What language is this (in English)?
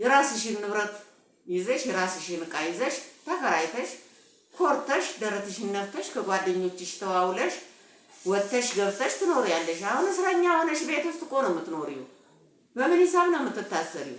Amharic